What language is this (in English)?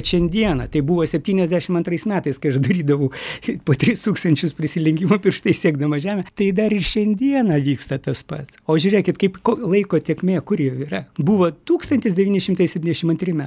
Lithuanian